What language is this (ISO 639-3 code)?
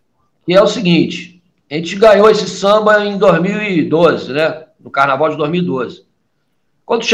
por